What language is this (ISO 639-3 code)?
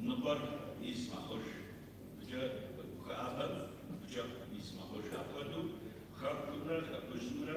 kbd